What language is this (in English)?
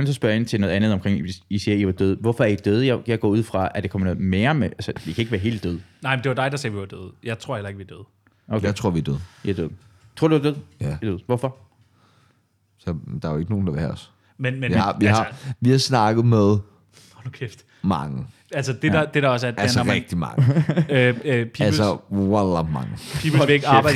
Danish